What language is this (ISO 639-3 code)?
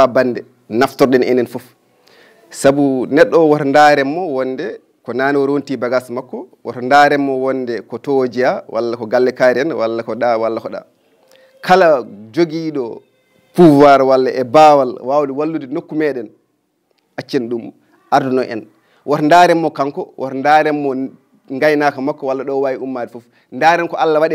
ful